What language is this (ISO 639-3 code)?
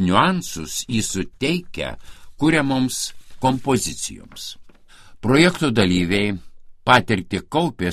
lit